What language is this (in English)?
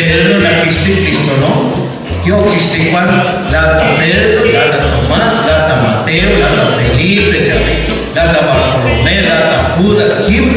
Kekchí